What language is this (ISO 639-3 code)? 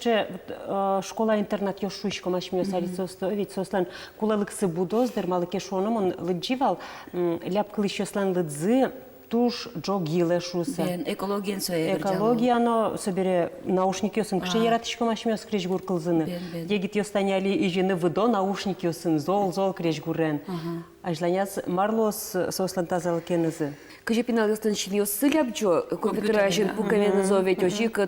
udm